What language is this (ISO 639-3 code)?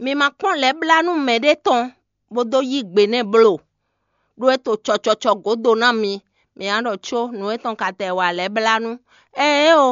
fon